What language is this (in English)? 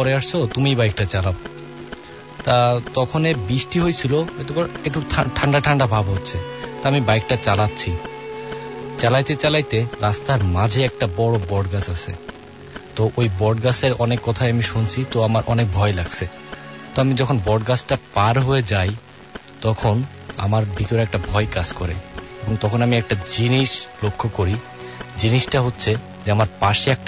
Bangla